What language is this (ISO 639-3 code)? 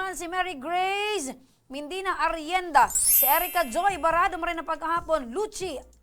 bik